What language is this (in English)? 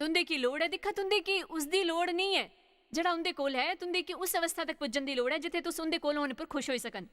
Dogri